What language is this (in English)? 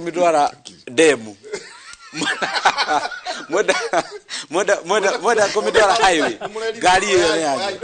Kikuyu